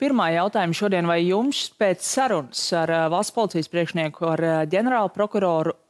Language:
Latvian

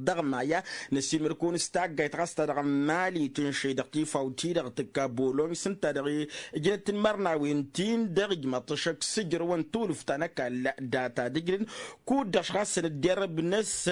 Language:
Tamasheq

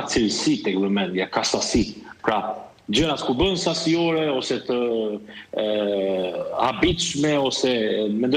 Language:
Albanian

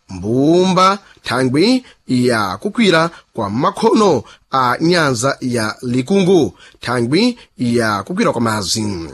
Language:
Sena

